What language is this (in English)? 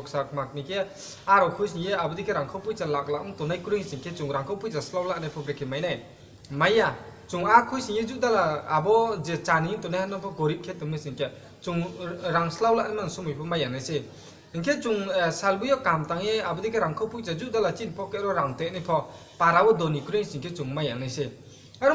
Riang (India)